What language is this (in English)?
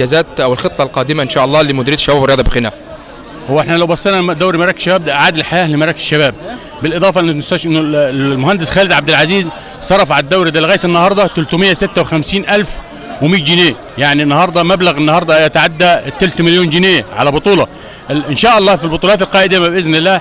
Egyptian Arabic